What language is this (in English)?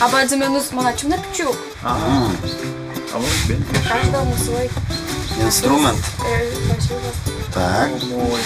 Udmurt